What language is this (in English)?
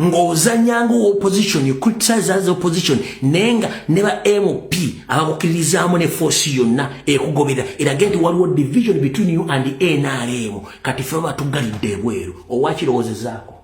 Ganda